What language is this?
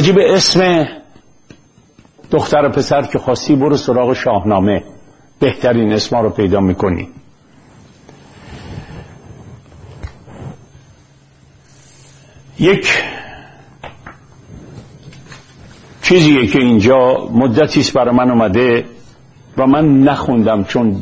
Persian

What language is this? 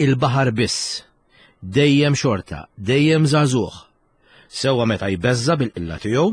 Maltese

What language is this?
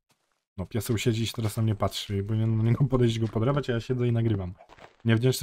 Polish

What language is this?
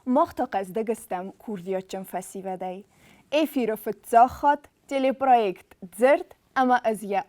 Ossetic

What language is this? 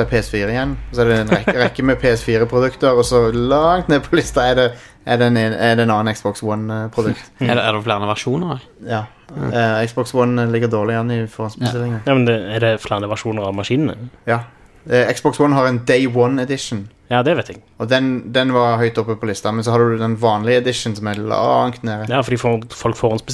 Norwegian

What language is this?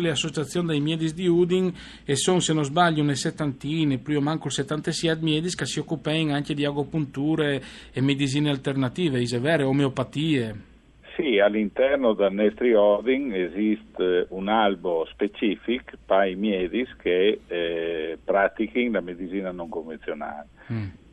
Friulian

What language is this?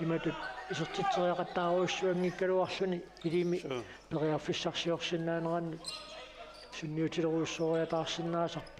Kalaallisut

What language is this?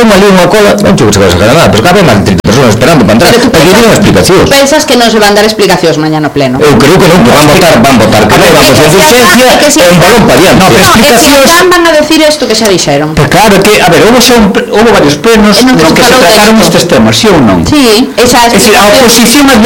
Galician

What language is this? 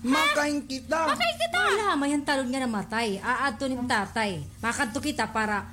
Waray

